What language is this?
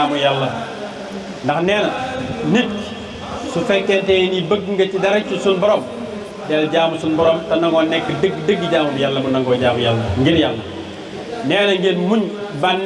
Wolof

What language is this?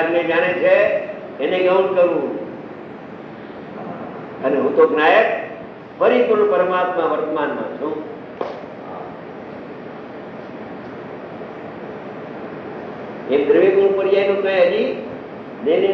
Gujarati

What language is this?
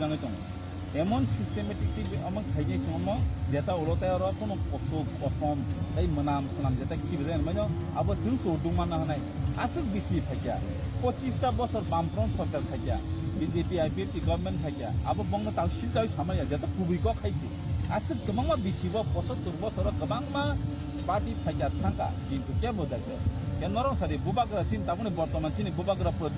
Kok Borok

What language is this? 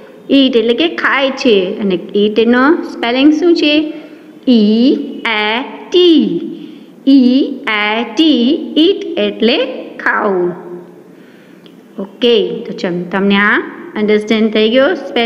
Gujarati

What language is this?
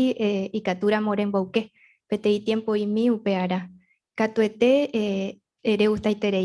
Guarani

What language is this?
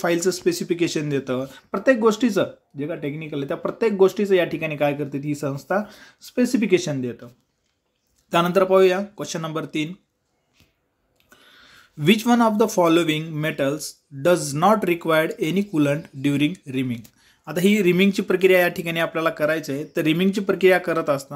Marathi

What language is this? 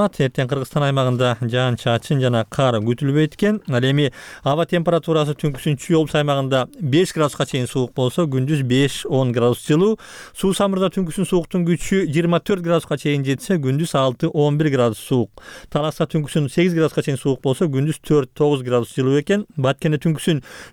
Kyrgyz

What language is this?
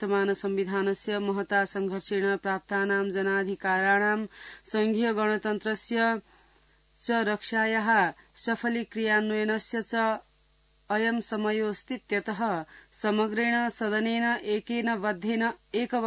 Sanskrit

